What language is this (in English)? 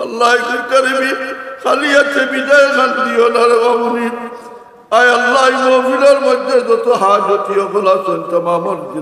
Sylheti